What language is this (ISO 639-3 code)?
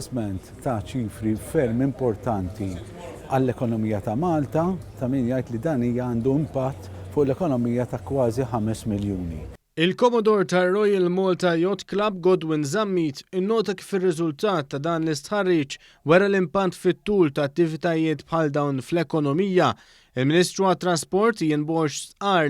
mlt